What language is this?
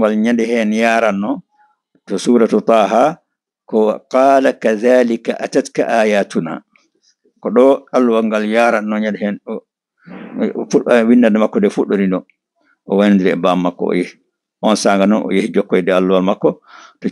Fula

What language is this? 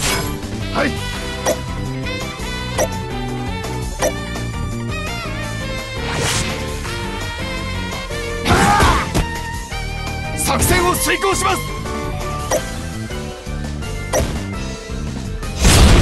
Japanese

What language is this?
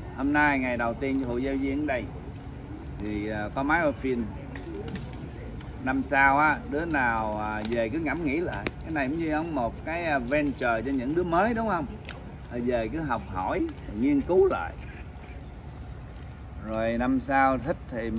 Vietnamese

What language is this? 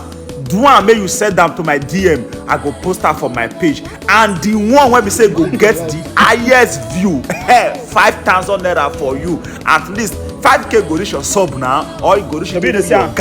Nigerian Pidgin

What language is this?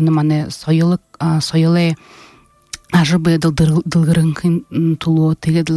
Buriat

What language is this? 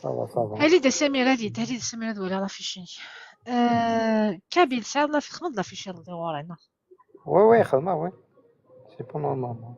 Kabyle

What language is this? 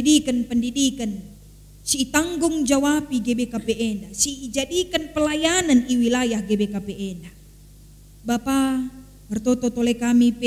Batak Karo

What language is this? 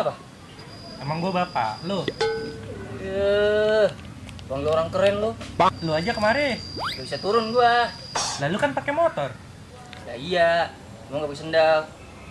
Betawi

